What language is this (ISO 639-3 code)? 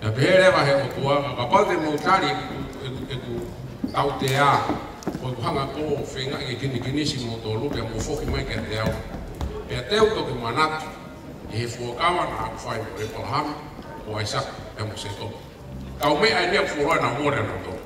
ton